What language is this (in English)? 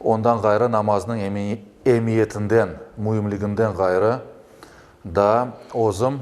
Crimean Tatar